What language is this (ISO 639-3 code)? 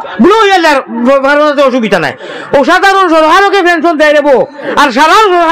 syl